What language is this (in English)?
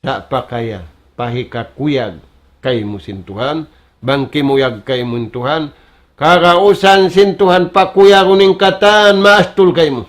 Tausug